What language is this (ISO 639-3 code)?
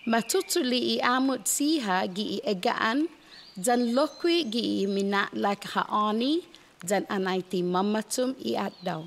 cha